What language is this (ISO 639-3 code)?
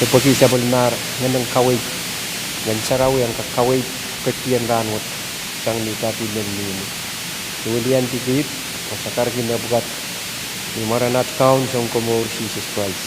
pon